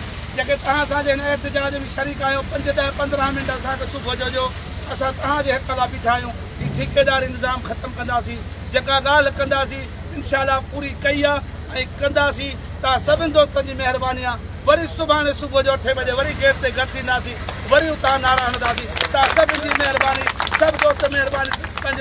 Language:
Sindhi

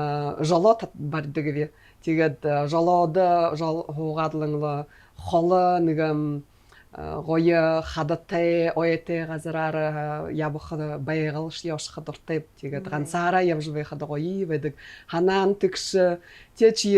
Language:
Buriat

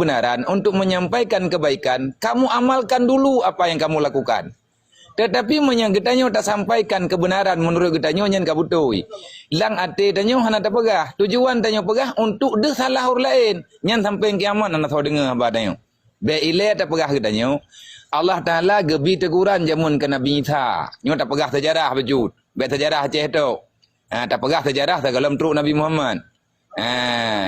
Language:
Achinese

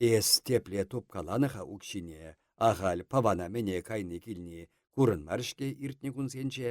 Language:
Chuvash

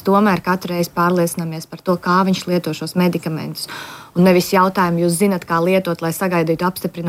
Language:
Latvian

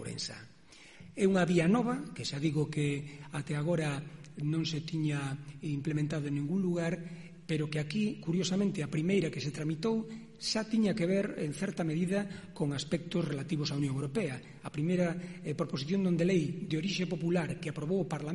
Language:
Galician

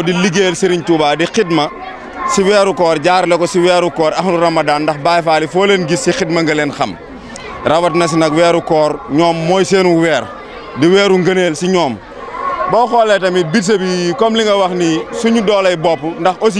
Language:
Wolof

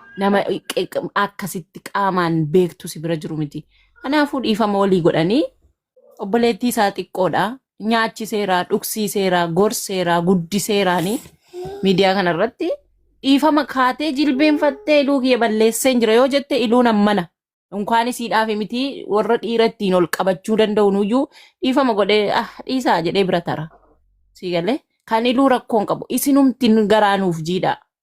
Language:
Oromo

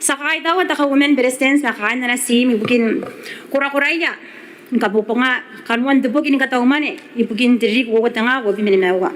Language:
Gilbertese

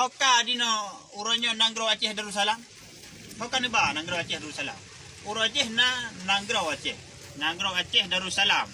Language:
Achinese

